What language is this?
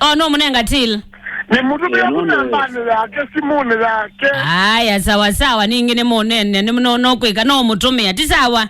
Kamba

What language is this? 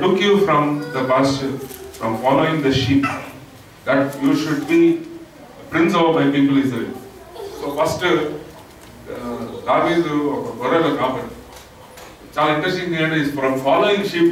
Telugu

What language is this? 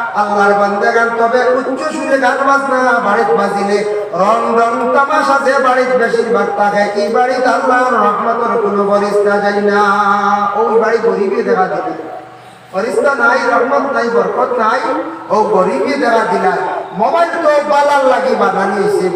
Sylheti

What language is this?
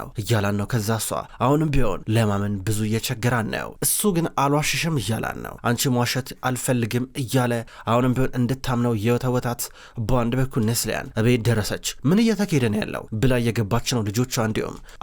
Amharic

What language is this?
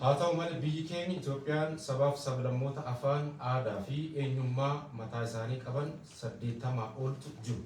Oromo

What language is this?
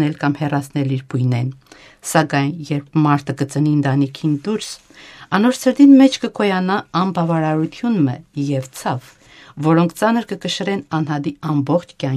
Western Armenian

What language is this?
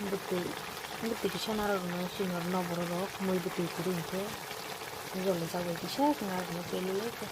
Kok Borok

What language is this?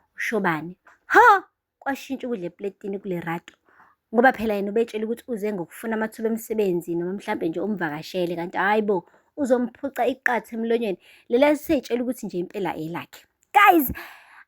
Zulu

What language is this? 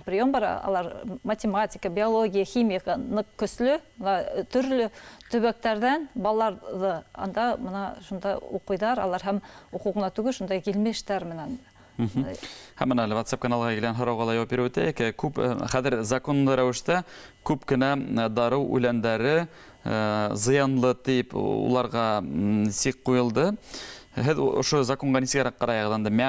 Bashkir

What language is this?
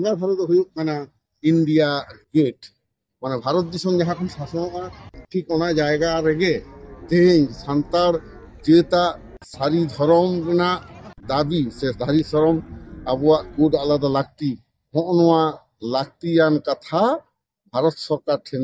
Santali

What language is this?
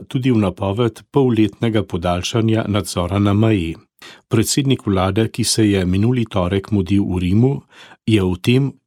Slovenian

